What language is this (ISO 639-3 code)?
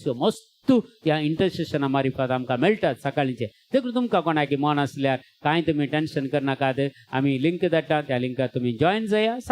kok